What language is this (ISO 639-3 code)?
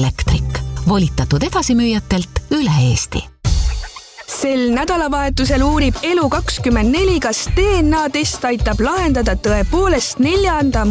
est